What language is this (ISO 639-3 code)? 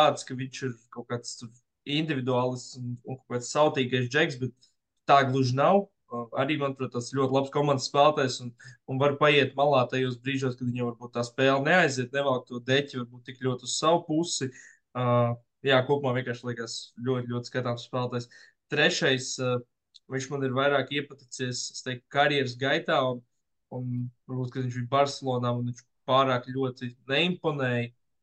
lav